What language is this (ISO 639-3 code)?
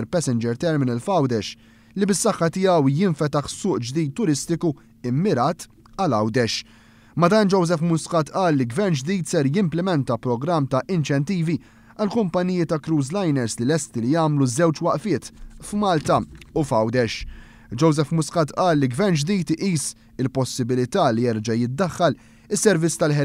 mlt